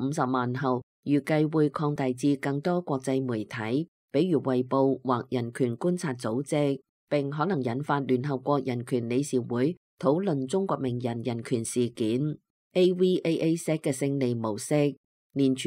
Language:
Cantonese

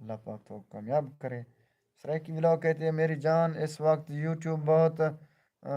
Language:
Saraiki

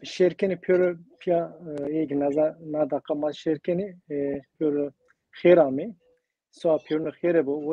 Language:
Zaza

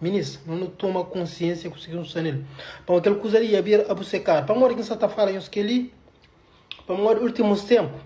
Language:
Kabuverdianu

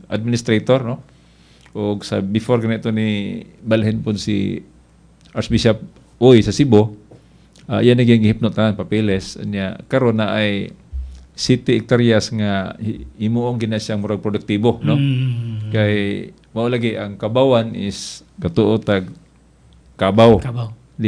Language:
Cebuano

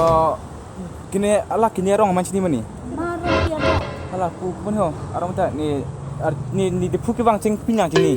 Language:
Karbi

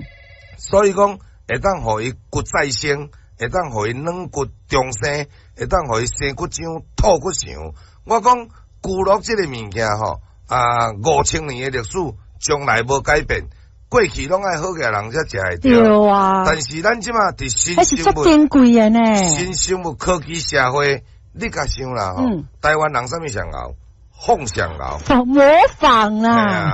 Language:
Min Nan Chinese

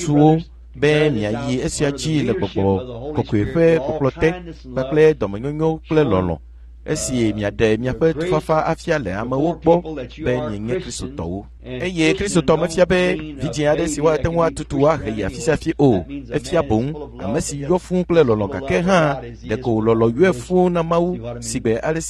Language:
Ewe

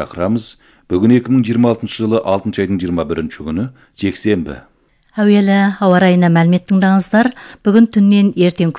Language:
Kazakh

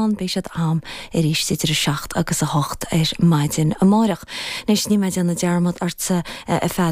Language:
Irish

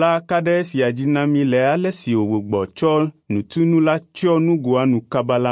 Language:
Ewe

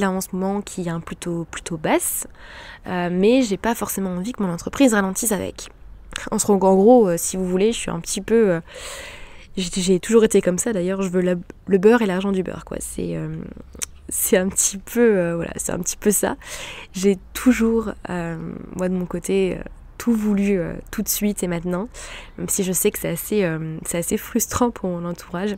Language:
French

